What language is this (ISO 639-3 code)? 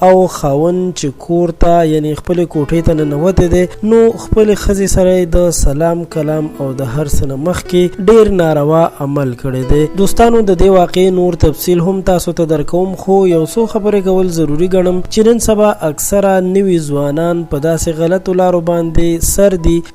pus